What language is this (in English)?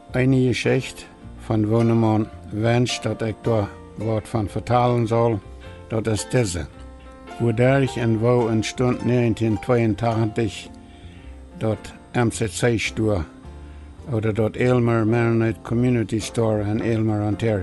Plautdietsch